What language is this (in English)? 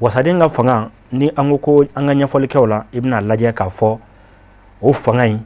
Bambara